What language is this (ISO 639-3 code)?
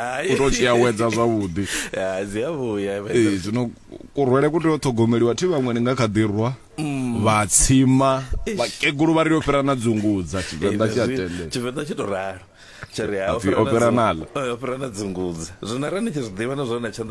ven